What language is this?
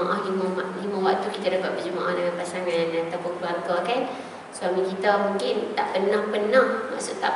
Malay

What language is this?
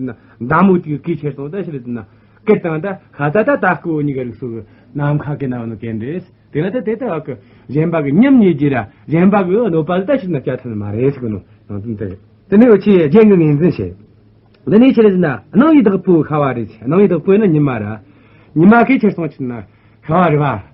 Amdo Tibetan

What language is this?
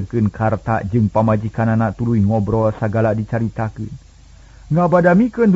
Sundanese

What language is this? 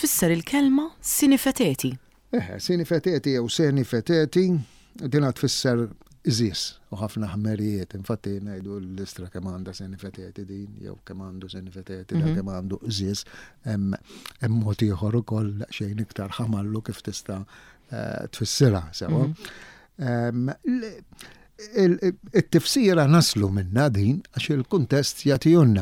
Maltese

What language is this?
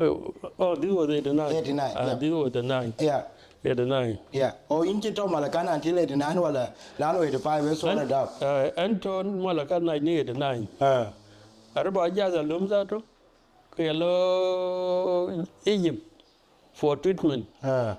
Dinka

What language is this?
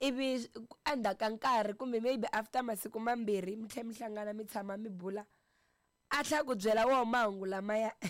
Tsonga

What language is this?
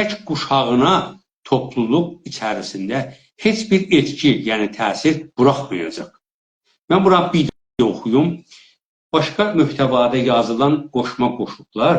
South Azerbaijani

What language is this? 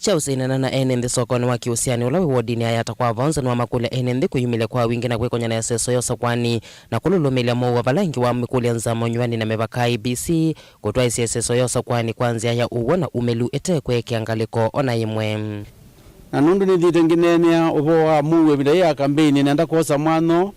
Kamba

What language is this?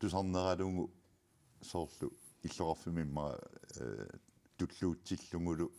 Kalaallisut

